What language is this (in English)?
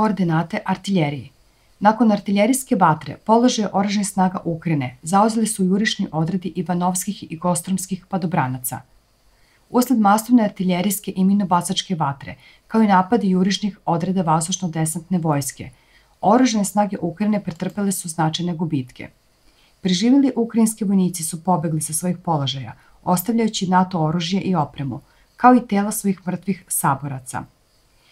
Serbian